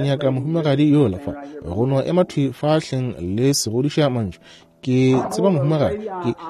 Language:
Northern Sotho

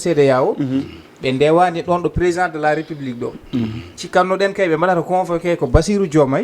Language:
Fula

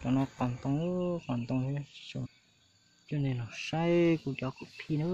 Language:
Hmong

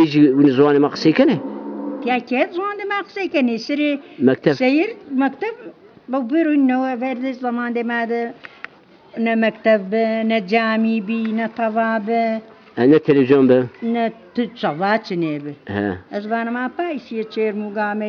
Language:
Zaza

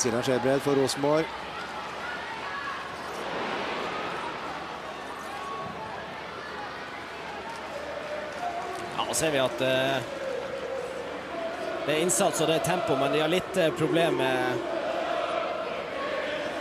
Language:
Norwegian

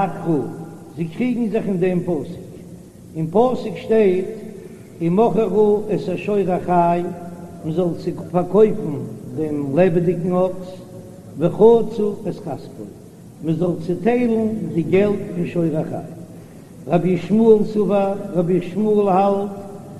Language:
Yiddish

